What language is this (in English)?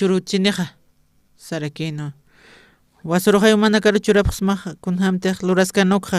Aymara